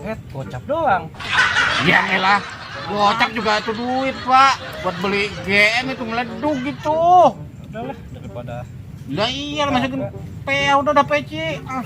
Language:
Betawi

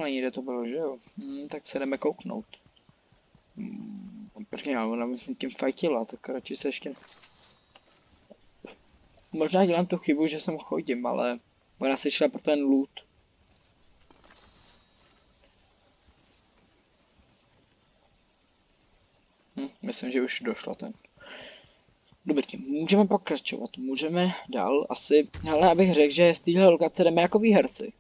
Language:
Czech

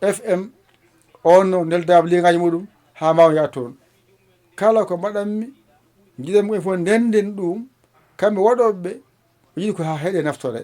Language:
Fula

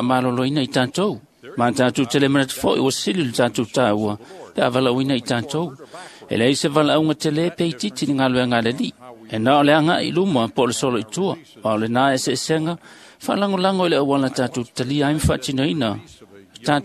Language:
Samoan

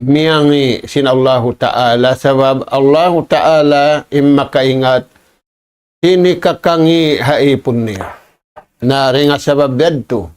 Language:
Tausug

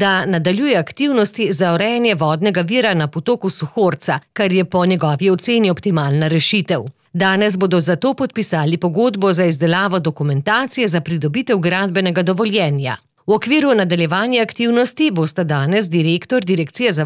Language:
Slovenian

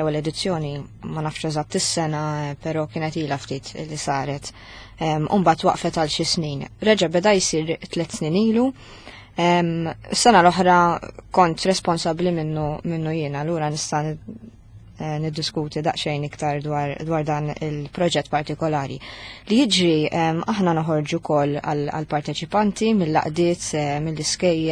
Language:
Maltese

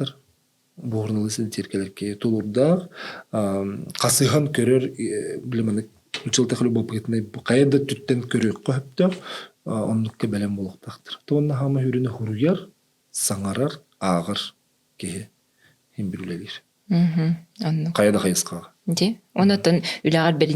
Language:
Yakut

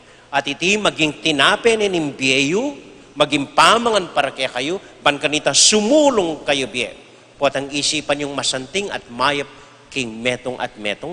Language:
Pampanga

